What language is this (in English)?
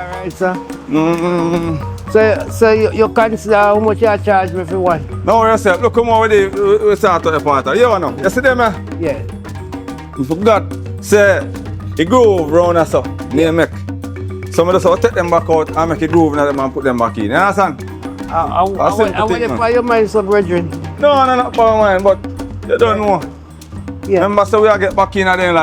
Jamaican Creole English